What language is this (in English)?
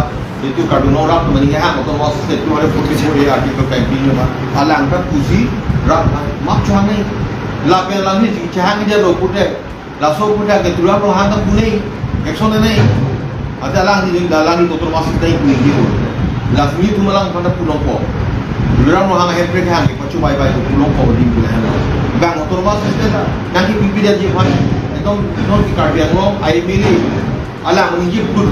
Karbi